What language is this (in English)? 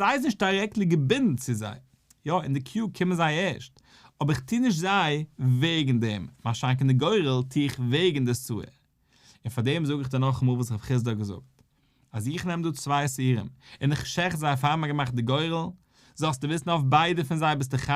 Yiddish